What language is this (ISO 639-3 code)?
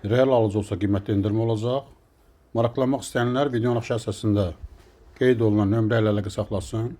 aze